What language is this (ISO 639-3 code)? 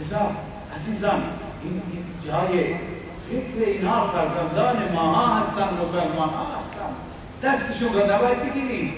fas